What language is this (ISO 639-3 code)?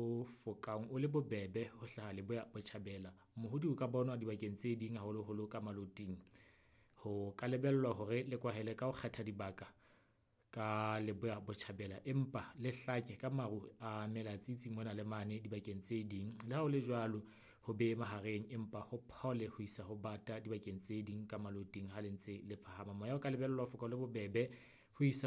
sot